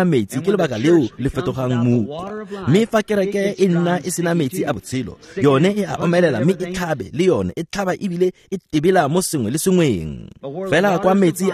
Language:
Tswana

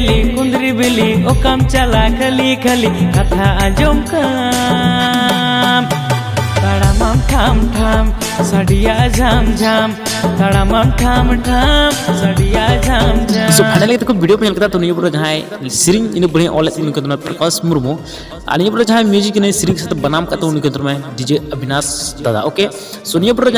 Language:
Santali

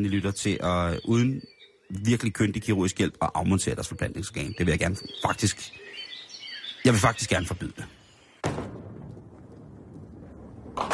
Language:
Danish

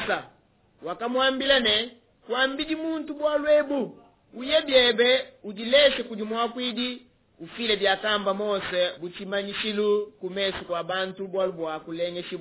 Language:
Luba-Lulua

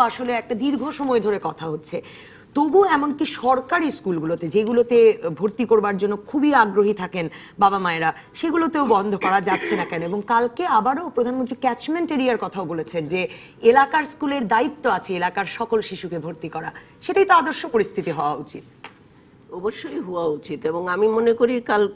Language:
Bangla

